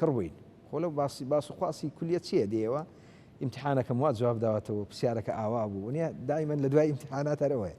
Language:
Central Kurdish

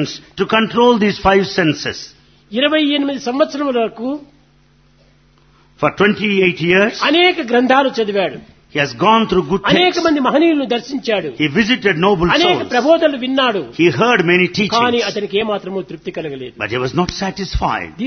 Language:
Telugu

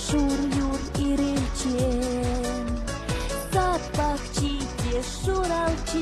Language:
Chuvash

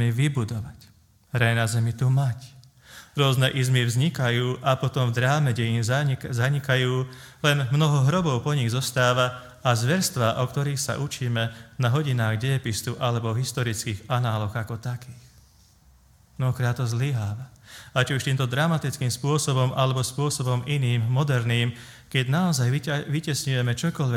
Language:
Slovak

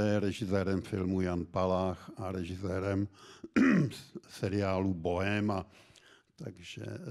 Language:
Czech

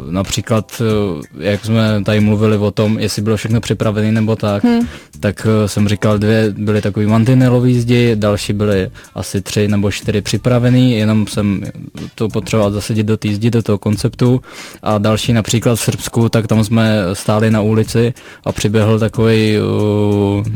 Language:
Czech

